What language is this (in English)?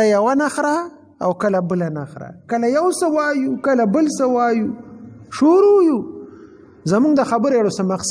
Pashto